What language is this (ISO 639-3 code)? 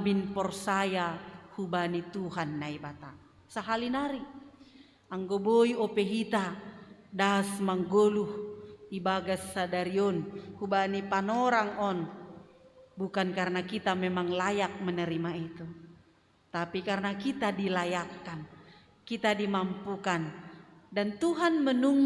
bts